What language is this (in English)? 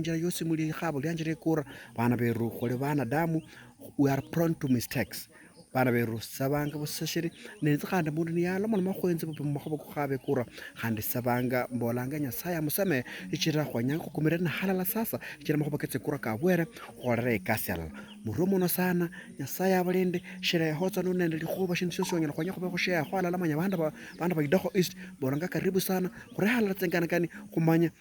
Luyia